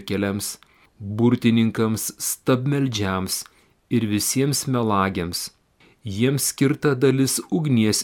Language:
Lithuanian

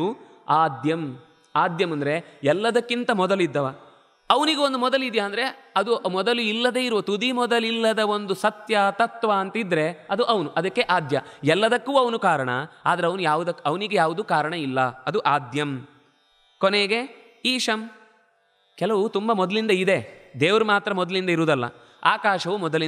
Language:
Kannada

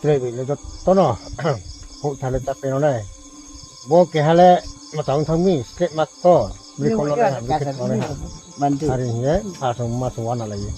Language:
Riang (India)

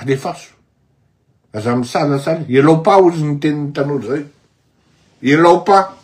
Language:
Malagasy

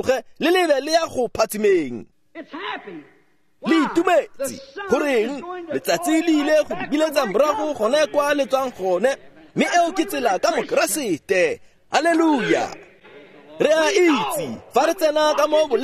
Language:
Tswana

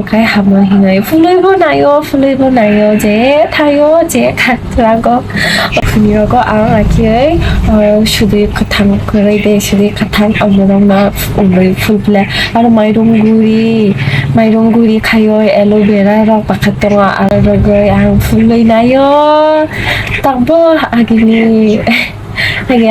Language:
Kok Borok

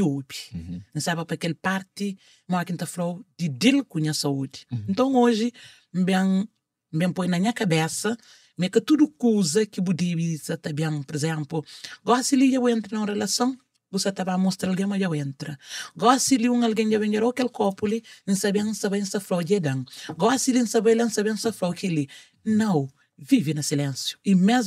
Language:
Kabuverdianu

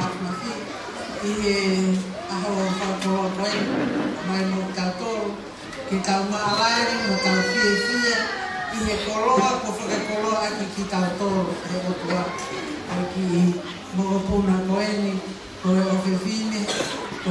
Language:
Tongan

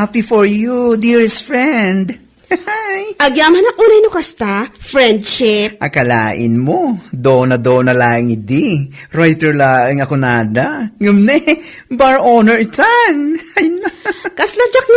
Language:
Iloko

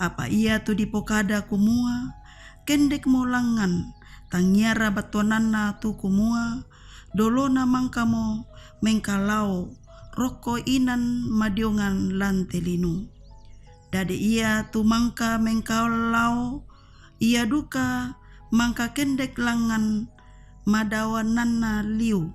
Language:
Toraja-Sa'dan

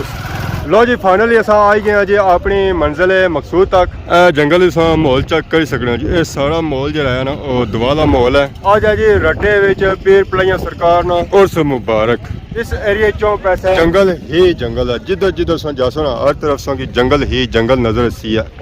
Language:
Pahari-Potwari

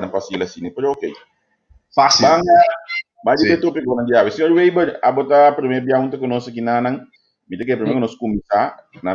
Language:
Papiamento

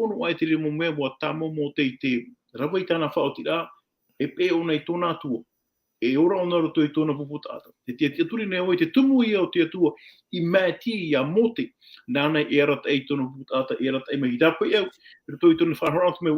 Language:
Tahitian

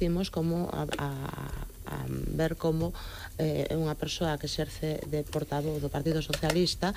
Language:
Galician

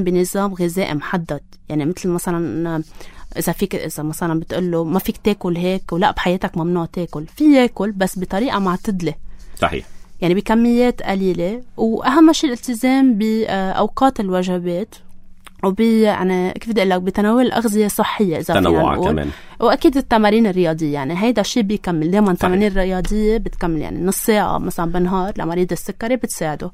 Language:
North Levantine Arabic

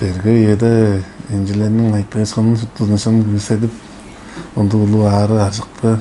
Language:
Tuvinian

